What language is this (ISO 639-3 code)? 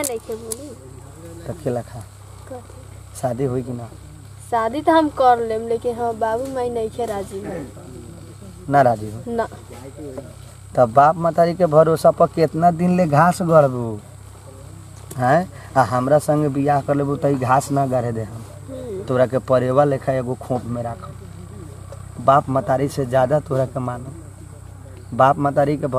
bho